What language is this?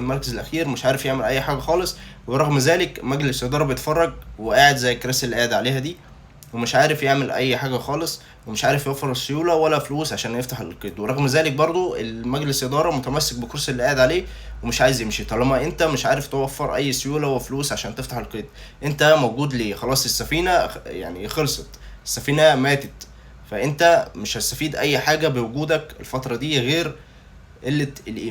Egyptian Arabic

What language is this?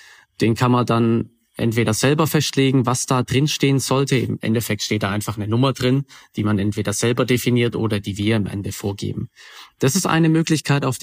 German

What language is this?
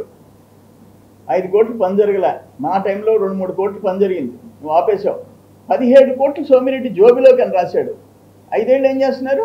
Telugu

